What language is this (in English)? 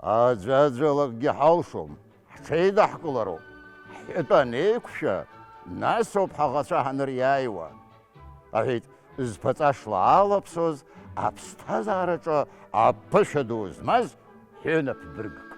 Abkhazian